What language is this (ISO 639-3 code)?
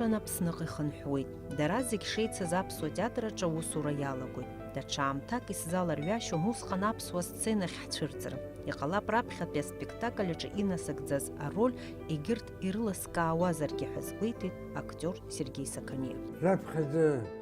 abk